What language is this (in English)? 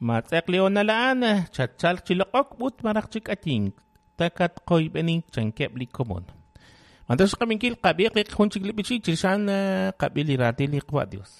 Kekchí